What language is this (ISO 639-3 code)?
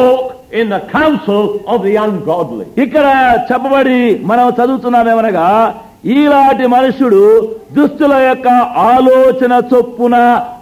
tel